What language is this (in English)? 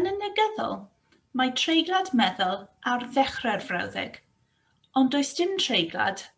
Welsh